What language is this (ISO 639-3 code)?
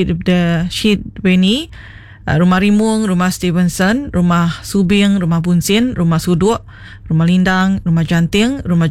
iba